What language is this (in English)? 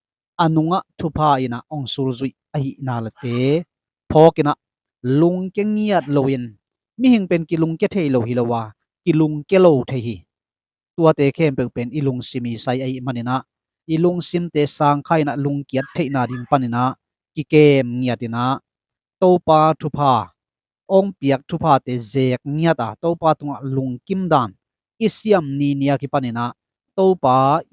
Tedim Chin